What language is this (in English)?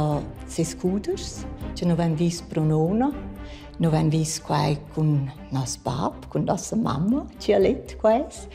Romansh